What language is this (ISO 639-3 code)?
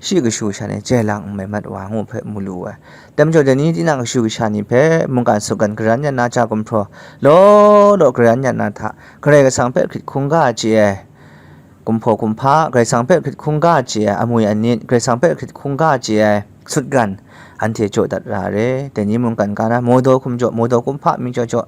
kac